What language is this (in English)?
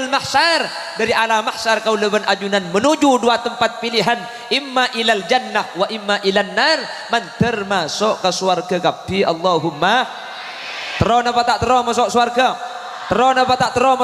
Madurese